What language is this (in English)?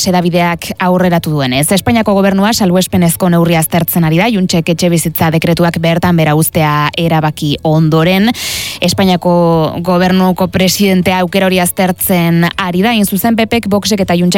Basque